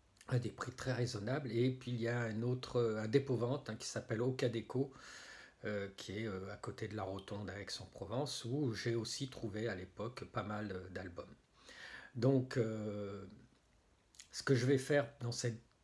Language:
French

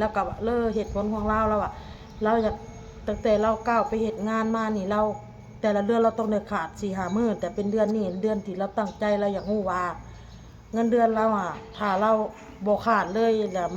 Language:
Lao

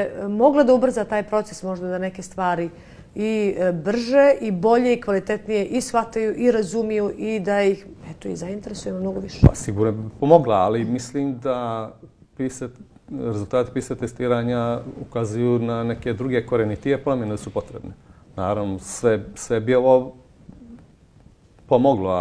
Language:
Bosnian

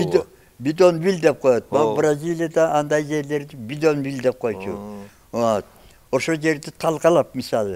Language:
Kyrgyz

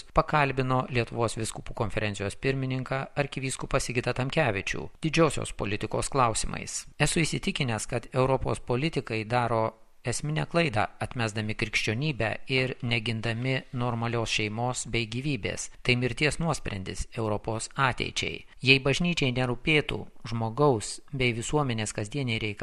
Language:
Lithuanian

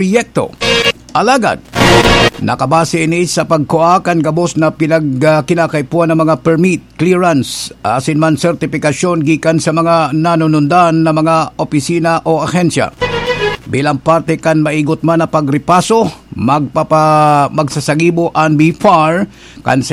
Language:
Bikol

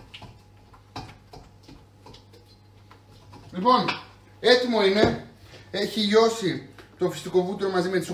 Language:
Greek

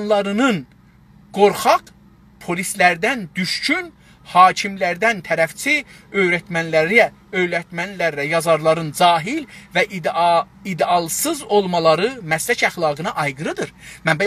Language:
South Azerbaijani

